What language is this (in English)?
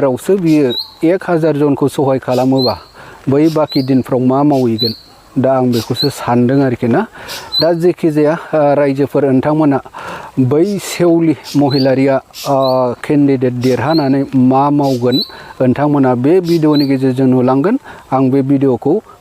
Bodo